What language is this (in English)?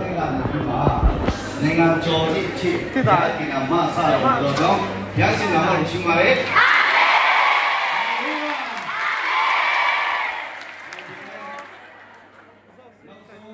Burmese